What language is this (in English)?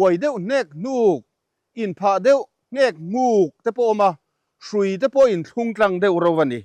Mizo